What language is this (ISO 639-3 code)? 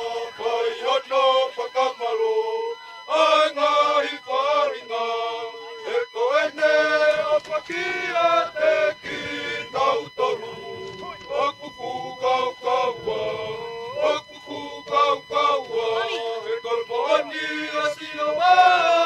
ton